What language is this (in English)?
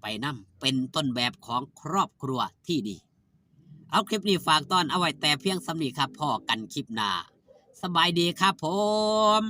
Northeastern Thai